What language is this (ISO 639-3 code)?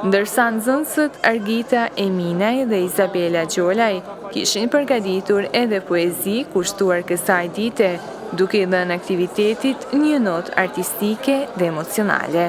sqi